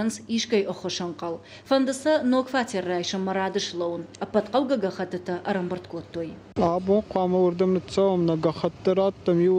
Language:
Ossetic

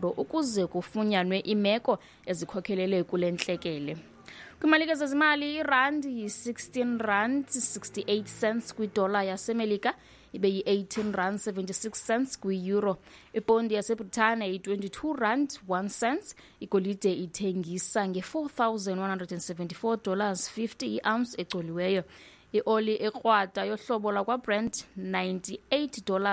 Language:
Xhosa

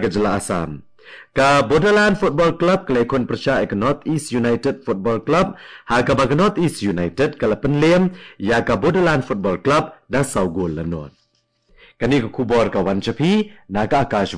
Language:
Khasi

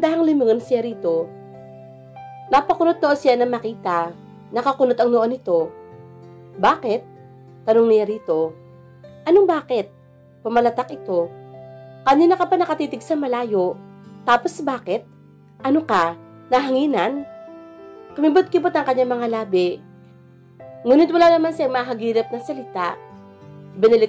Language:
Filipino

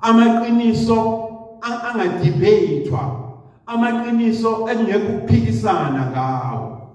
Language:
Zulu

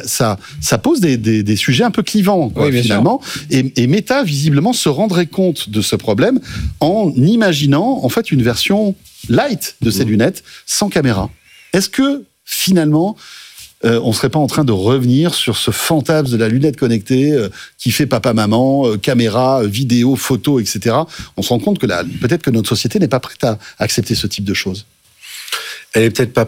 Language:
French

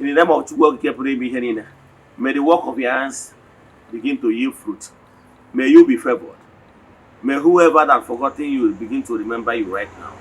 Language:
Igbo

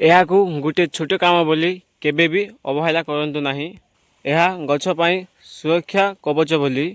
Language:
Odia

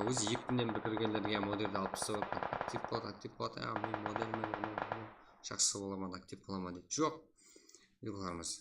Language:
Kara-Kalpak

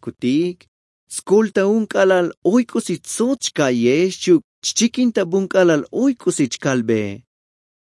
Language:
Tzotzil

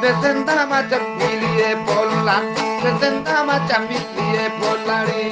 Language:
Eastern Balochi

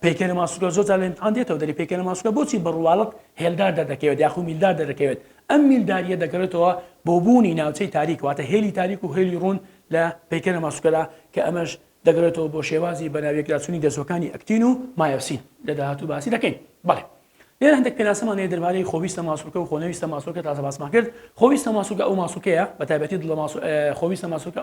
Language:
Central Kurdish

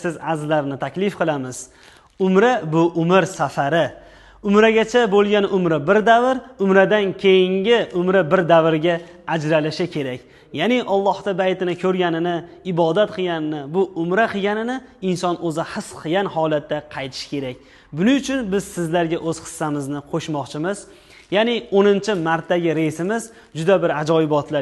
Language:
Uzbek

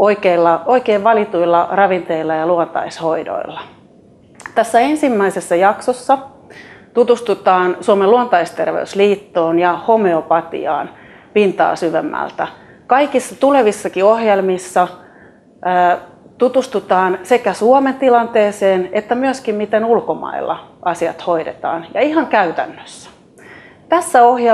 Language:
Finnish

